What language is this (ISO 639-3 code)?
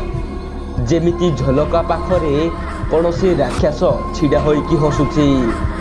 ori